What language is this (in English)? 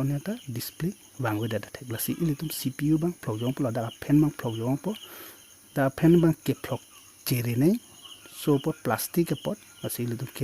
Karbi